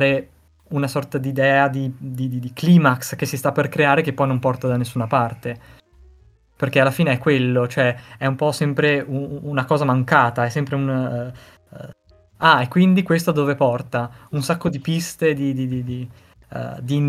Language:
Italian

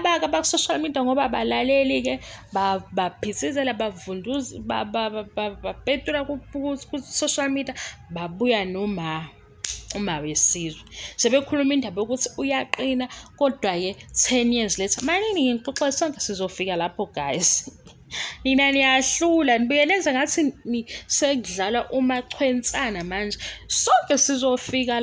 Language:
Zulu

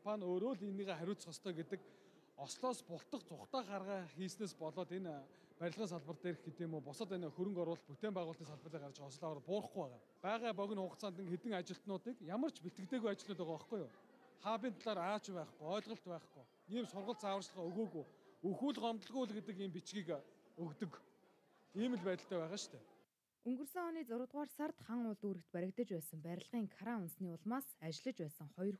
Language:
Mongolian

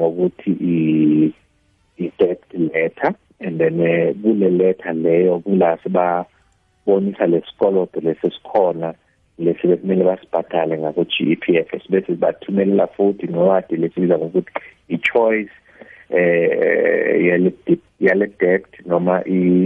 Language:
South Ndebele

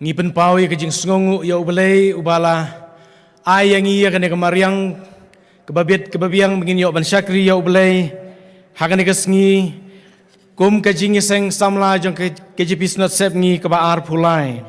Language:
Khasi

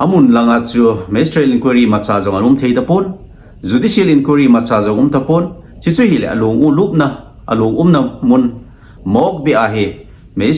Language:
Thado Chin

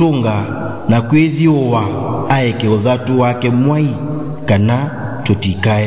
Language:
Kamba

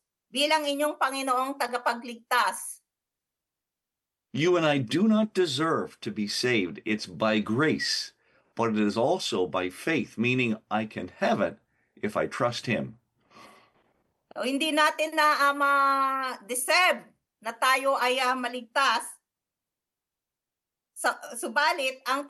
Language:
Filipino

